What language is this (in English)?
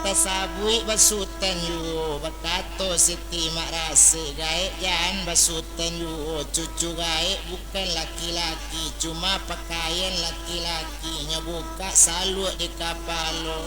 Minangkabau